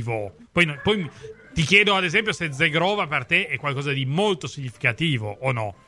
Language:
Italian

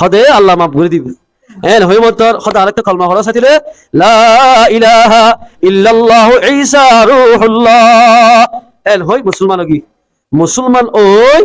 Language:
Rohingya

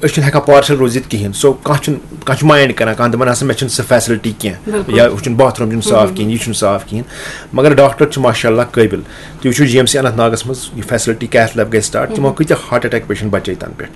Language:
Kashmiri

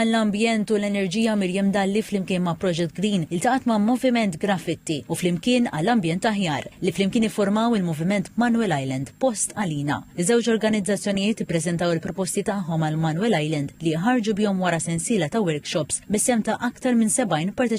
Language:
Maltese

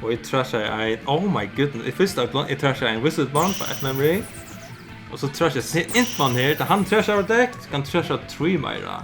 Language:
Faroese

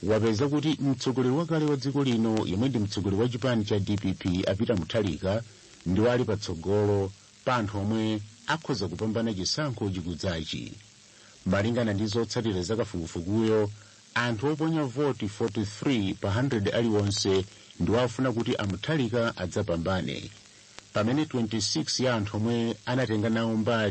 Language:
Nyanja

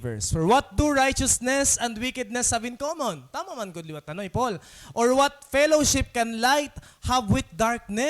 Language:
Waray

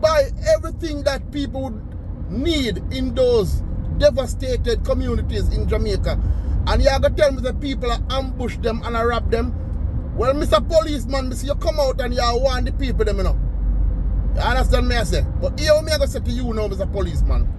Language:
Jamaican Creole English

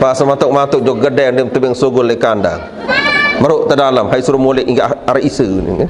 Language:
Sasak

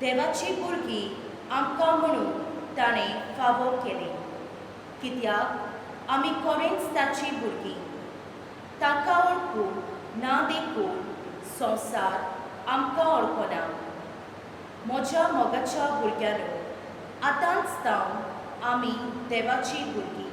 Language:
Konkani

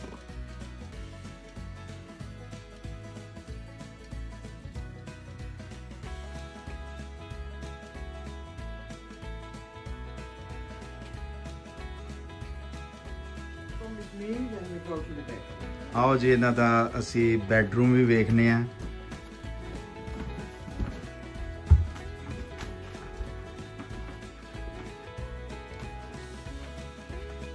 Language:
Punjabi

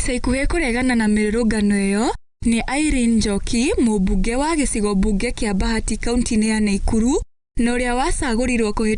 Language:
Kikuyu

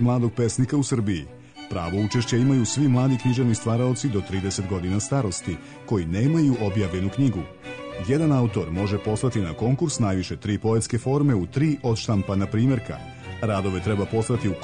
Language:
Serbian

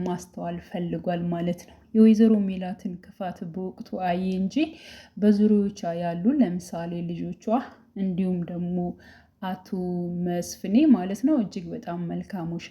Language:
Amharic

